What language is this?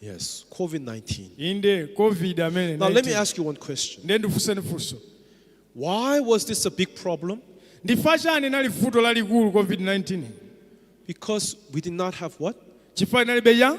Nyanja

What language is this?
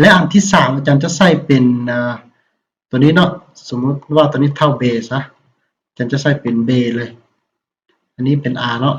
Lao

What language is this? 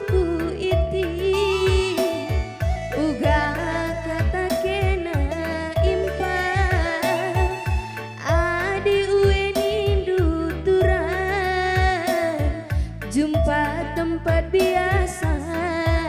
Batak Karo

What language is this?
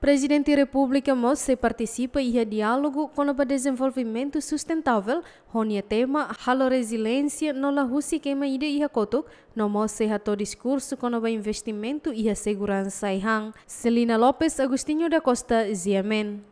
Tetum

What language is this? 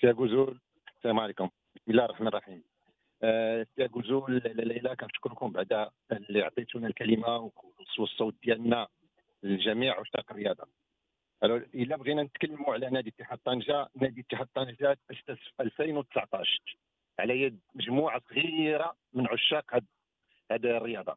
Moroccan Arabic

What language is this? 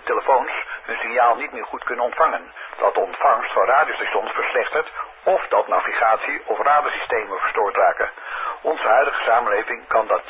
Dutch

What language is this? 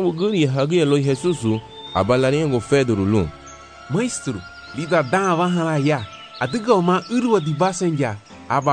Garifuna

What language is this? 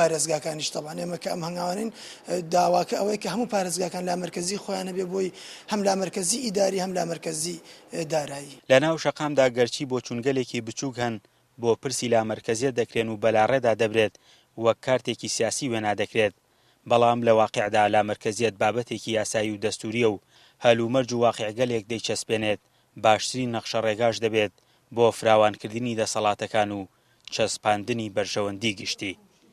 Central Kurdish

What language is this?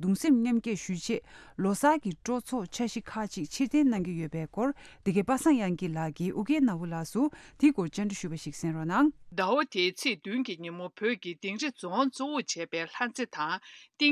Tibetan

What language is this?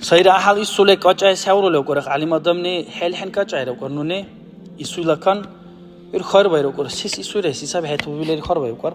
Dargwa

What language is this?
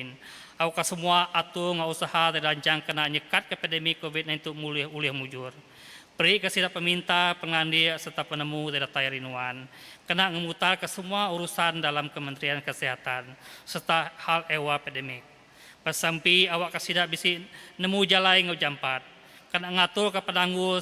Iban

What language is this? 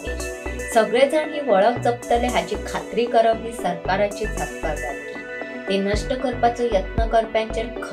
Konkani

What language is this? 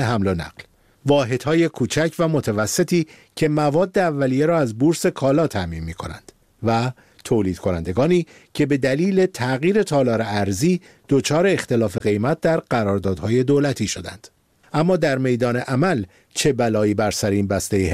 Persian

